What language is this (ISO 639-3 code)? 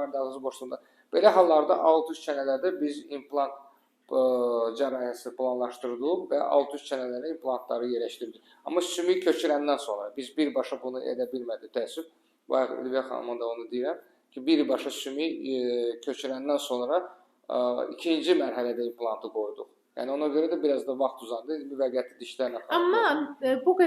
aze